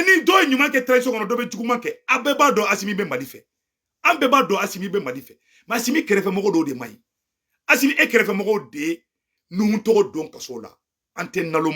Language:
Bambara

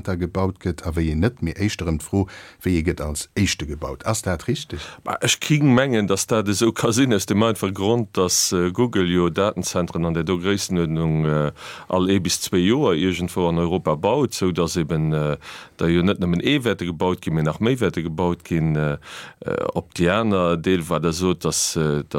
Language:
Luxembourgish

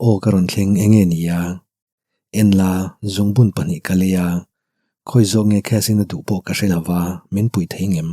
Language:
Mizo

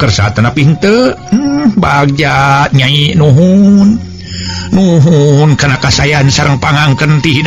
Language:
Sundanese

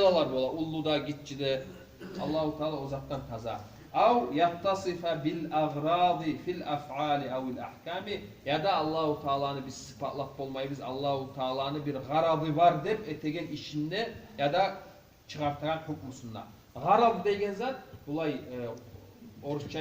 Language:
Kumyk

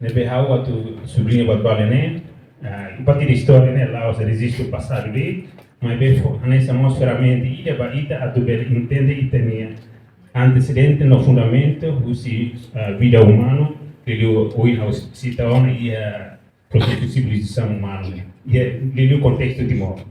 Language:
Tetum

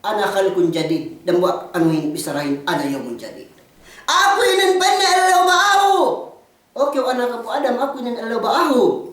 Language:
Yakan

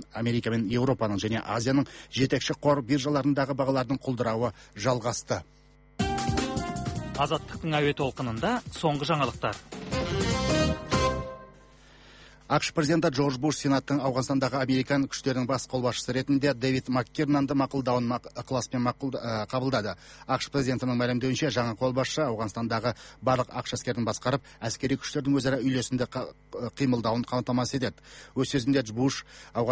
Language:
Kazakh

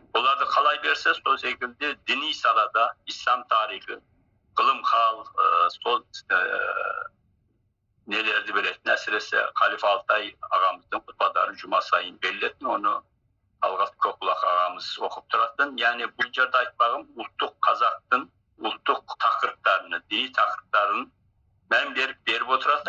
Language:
Kazakh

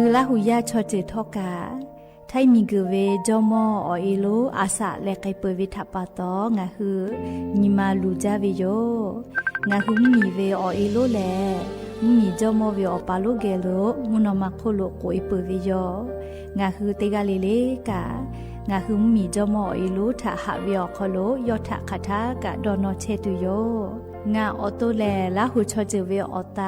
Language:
Lahu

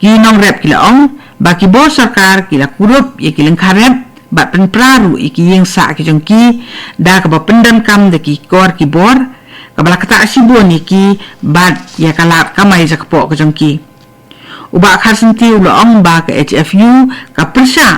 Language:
Khasi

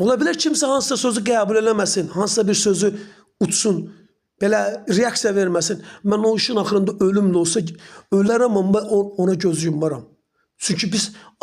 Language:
Azerbaijani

